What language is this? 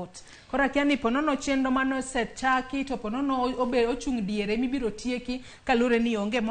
Luo (Kenya and Tanzania)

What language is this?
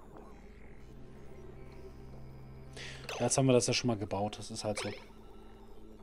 German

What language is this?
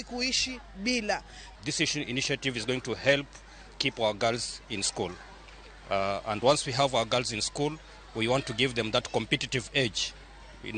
Luo (Kenya and Tanzania)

